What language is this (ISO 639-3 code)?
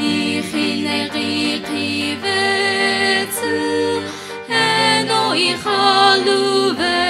nsm